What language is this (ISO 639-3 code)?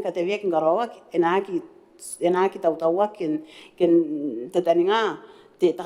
gil